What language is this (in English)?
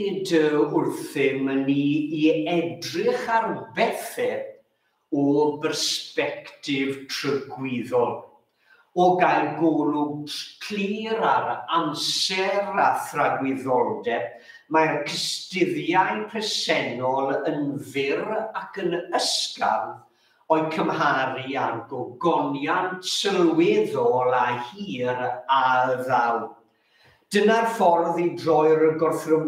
Welsh